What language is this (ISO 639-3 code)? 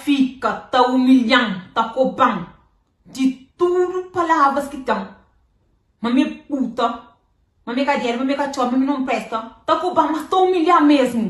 kea